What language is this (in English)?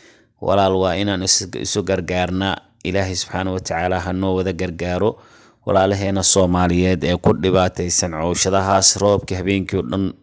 Somali